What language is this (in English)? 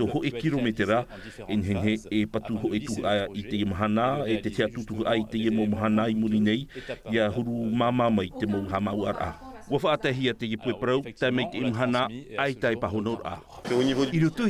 Tahitian